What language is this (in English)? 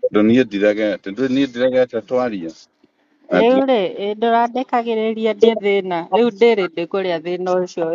Kikuyu